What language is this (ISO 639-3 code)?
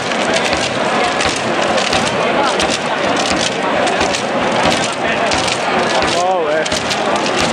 cat